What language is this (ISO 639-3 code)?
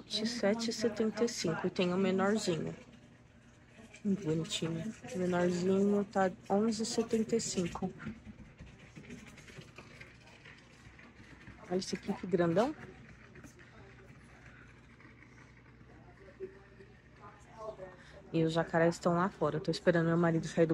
por